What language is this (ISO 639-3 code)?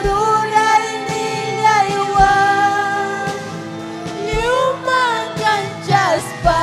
quy